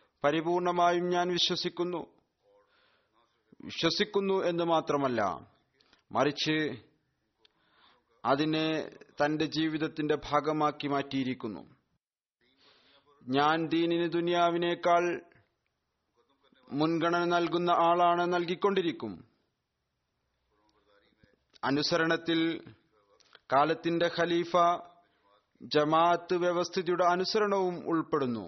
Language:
Malayalam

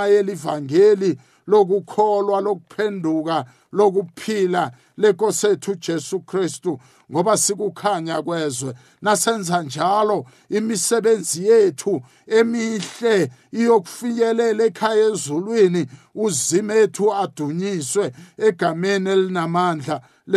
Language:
South Ndebele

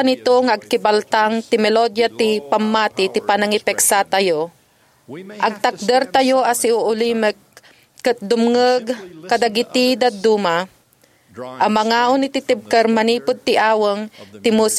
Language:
Iloko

